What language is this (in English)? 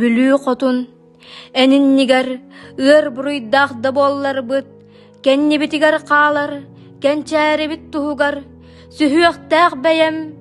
Yakut